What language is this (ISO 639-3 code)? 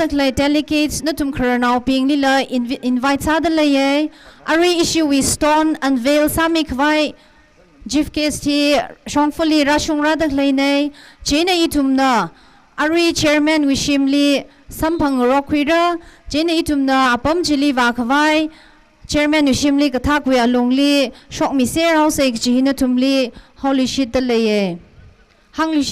nmf